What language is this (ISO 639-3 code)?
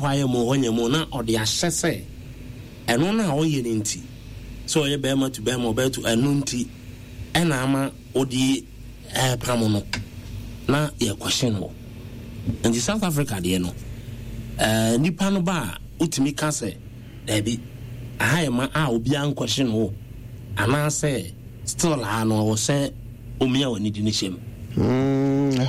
aka